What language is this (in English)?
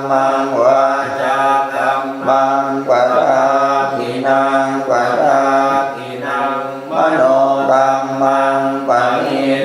Pali